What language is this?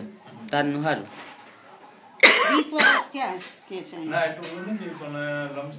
Gujarati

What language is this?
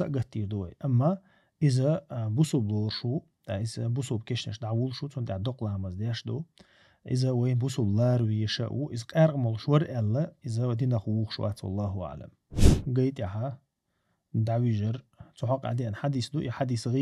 Chechen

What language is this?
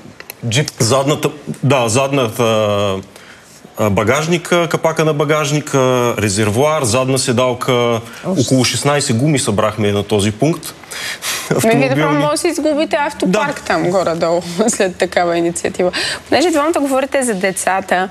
Bulgarian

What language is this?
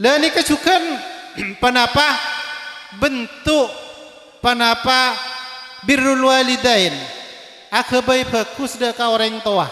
Madurese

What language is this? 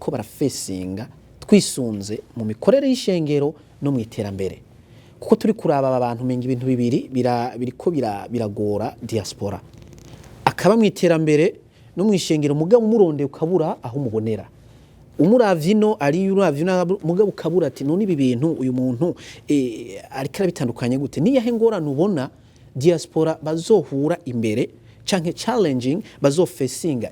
Rundi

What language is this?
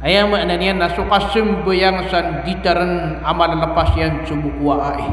Maranao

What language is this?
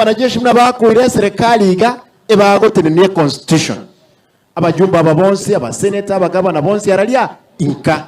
Gusii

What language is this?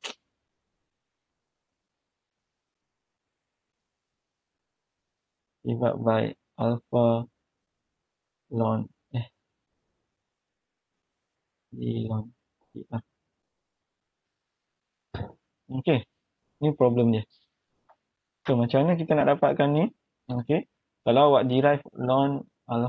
Malay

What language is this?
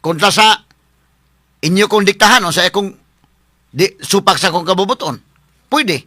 Cebuano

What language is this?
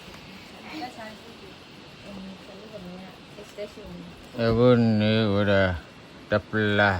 S'gaw Karen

